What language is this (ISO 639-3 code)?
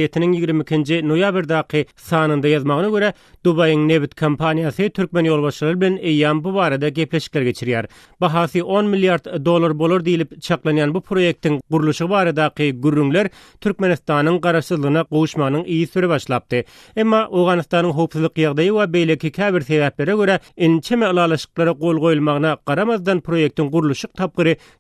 tuk